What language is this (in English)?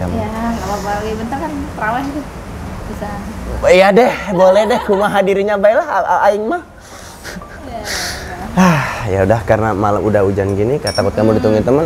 Indonesian